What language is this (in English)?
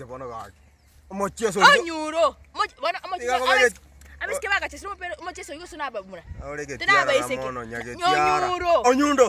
Gusii